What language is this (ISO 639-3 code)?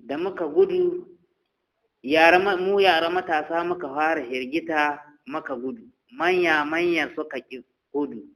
hau